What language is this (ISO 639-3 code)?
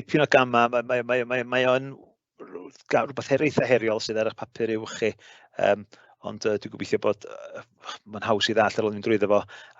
cym